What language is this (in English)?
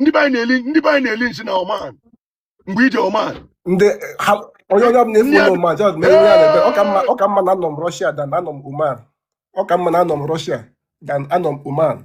Igbo